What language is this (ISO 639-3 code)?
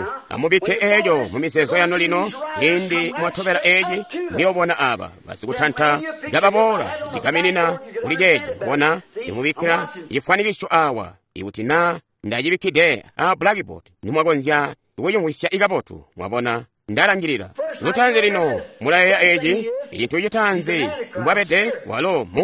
toi